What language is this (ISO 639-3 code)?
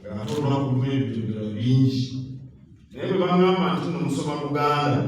lug